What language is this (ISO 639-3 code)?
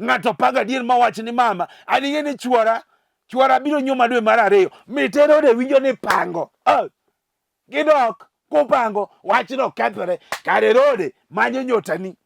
luo